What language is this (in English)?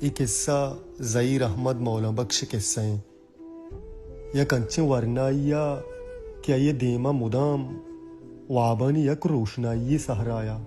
Baluchi